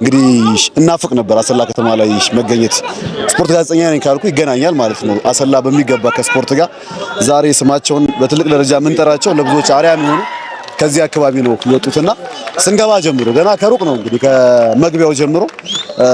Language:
Amharic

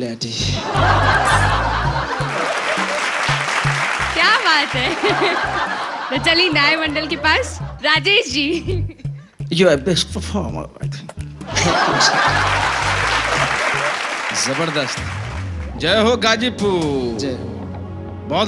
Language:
Bhojpuri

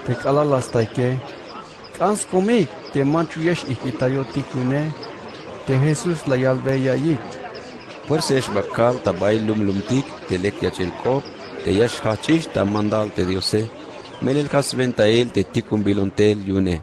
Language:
Tzeltal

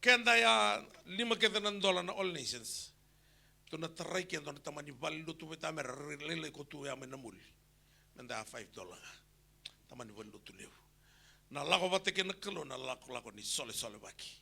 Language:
Fijian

